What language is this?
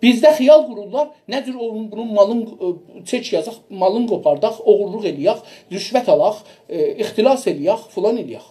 South Azerbaijani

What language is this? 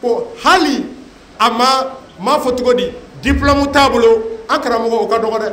Bambara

